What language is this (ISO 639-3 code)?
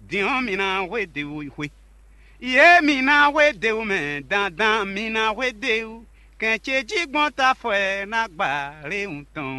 fon